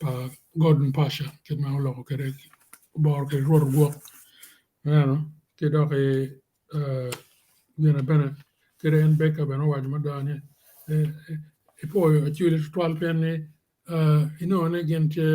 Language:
Acoli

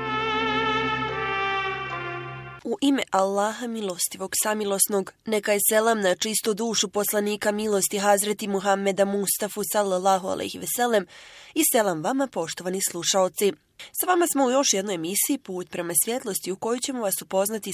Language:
Bosnian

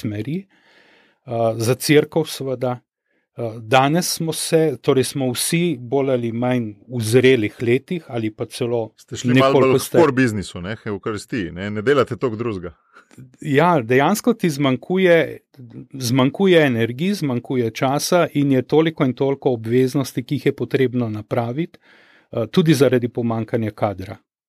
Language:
Slovenian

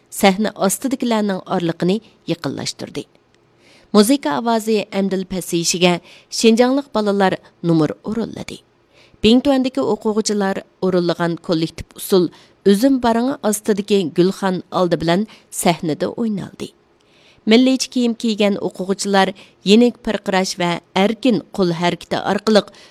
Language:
Uyghur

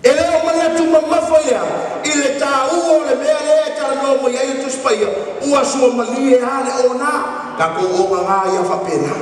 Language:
Samoan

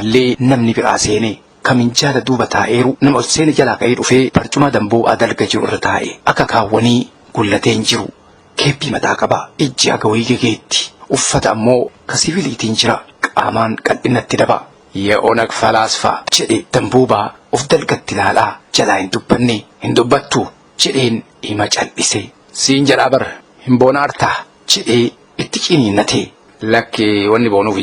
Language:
Oromo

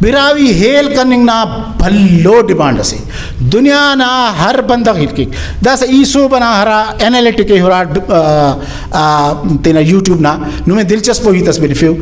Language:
Brahui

